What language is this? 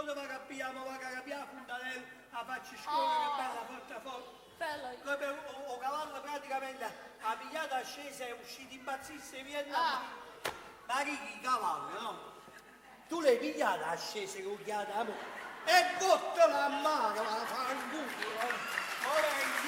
Neapolitan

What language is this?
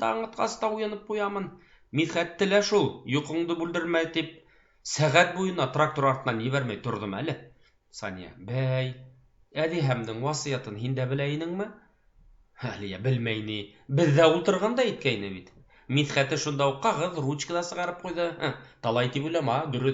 Bashkir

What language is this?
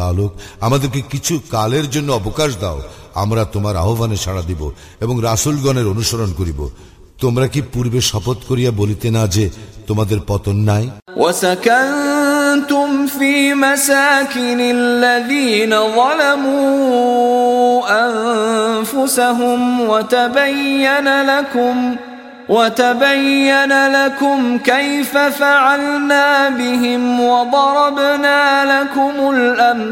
Bangla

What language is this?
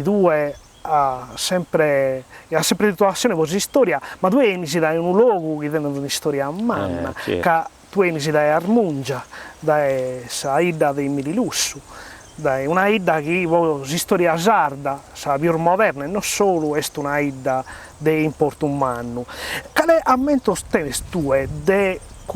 Sardinian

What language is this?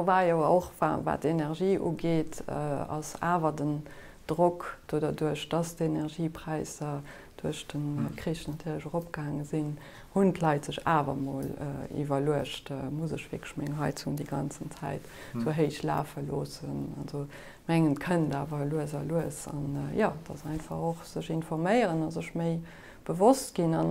Luxembourgish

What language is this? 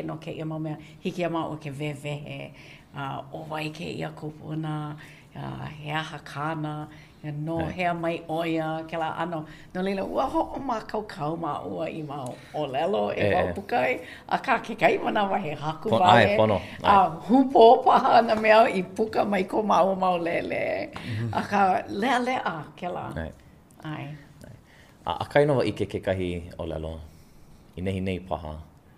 Hawaiian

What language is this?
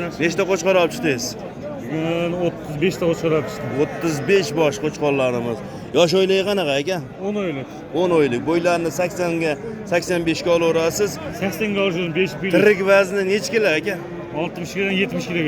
Uzbek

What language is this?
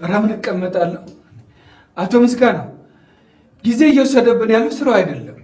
Amharic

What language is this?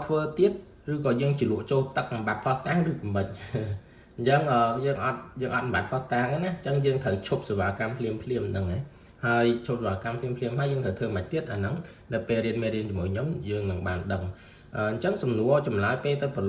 Khmer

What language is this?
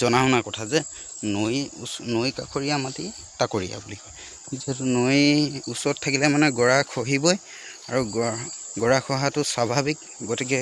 Assamese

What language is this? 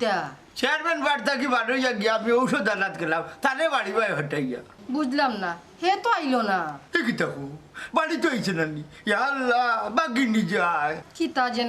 Sylheti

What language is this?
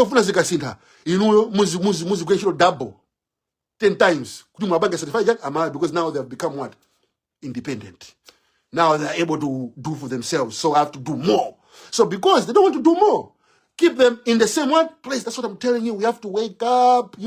Nyanja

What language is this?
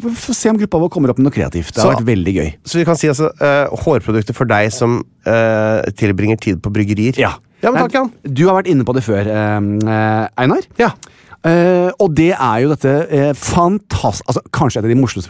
Norwegian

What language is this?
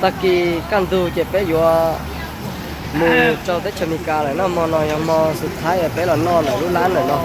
Hmong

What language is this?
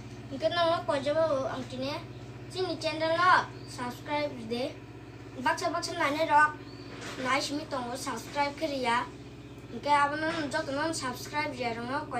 Kok Borok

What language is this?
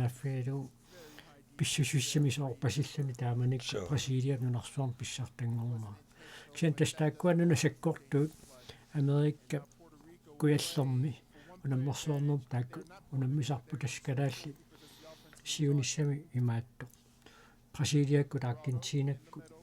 Kalaallisut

